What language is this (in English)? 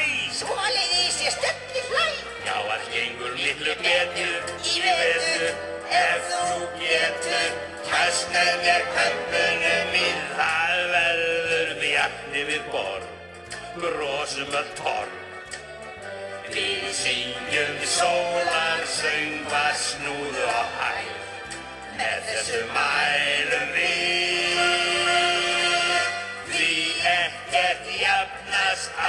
Icelandic